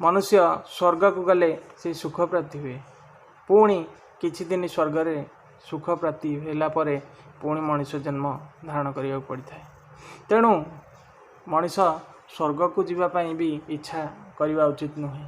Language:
Odia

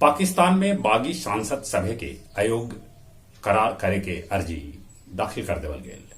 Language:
Magahi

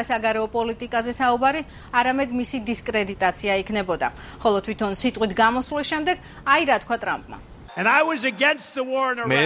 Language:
Georgian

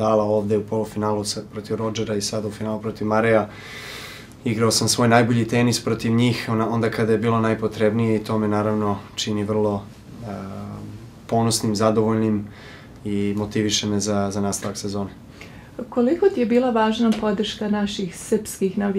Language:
Serbian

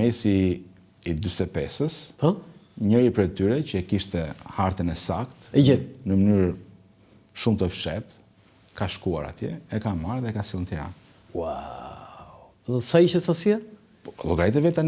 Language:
Albanian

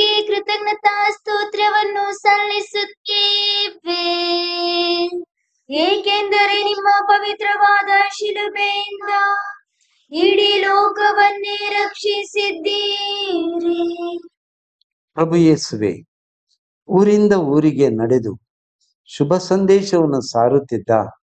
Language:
Kannada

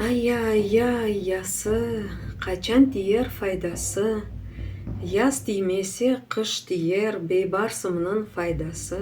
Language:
Crimean Tatar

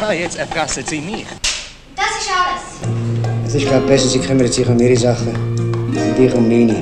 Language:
Swiss German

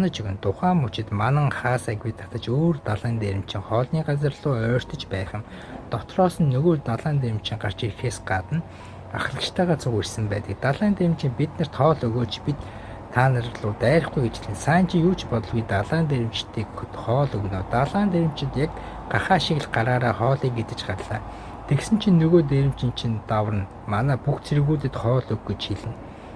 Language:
Mongolian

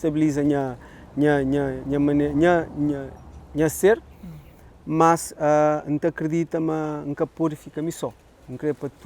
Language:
Kabuverdianu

